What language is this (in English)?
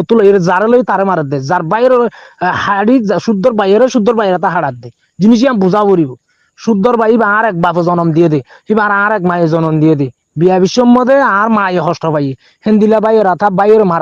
Rohingya